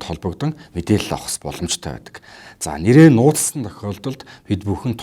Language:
Mongolian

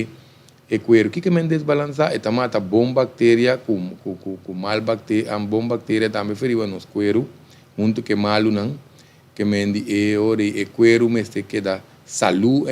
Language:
Papiamento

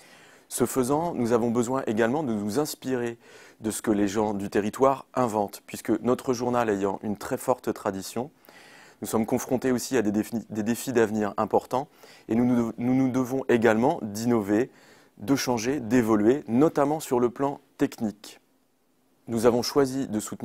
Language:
French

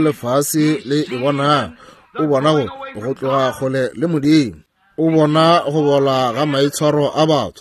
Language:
Northern Sotho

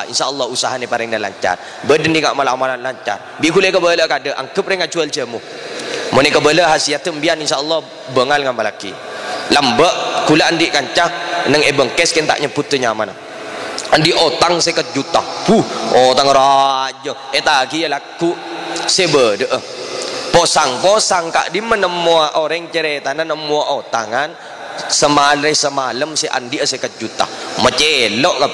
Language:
Madurese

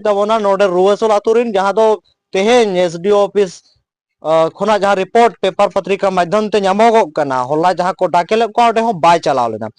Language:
Santali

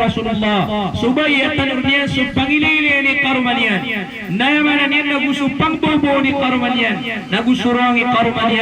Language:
Maranao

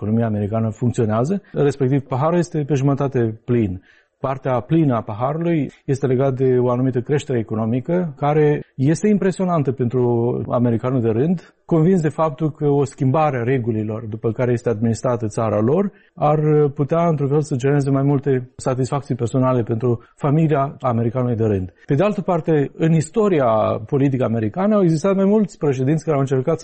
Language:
Romanian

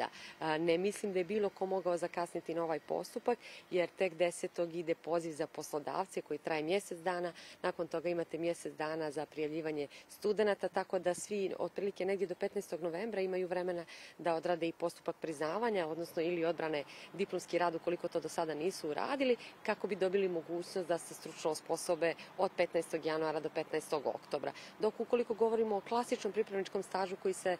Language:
Serbian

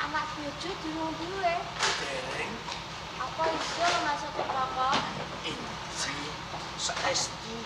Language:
Javanese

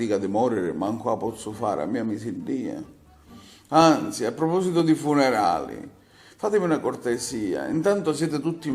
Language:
Sicilian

